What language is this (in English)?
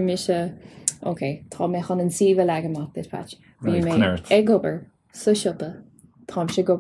Irish